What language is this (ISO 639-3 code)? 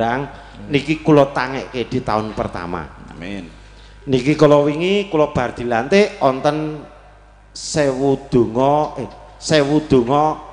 jav